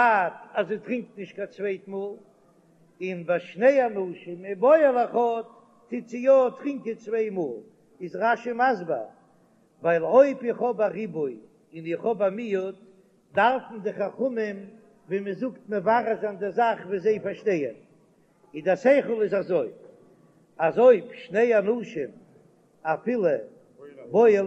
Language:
Yiddish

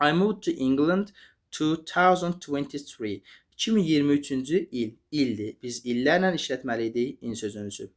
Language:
Azerbaijani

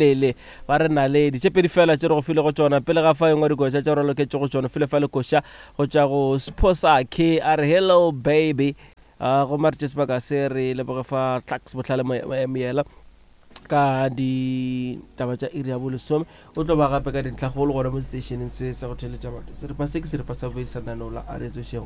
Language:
Northern Sotho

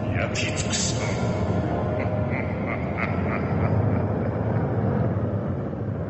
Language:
Japanese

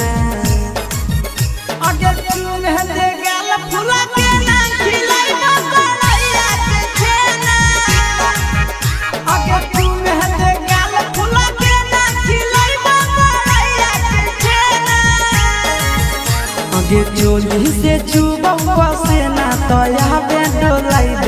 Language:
Bhojpuri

